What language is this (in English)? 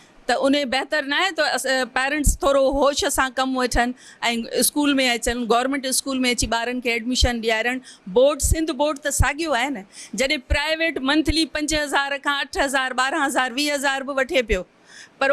Sindhi